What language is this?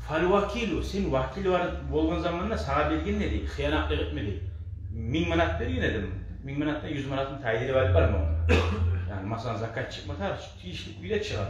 Kumyk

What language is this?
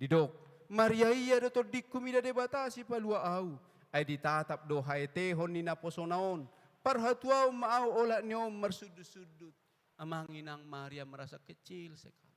Batak Toba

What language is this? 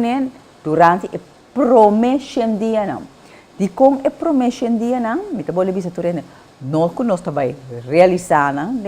Papiamento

